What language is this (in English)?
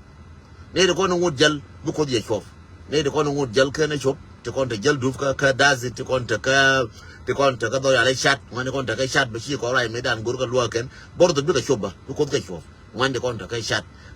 Nuer